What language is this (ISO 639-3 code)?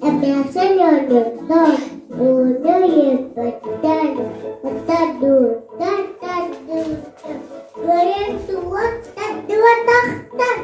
sah